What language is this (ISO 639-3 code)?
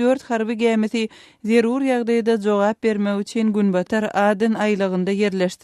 tuk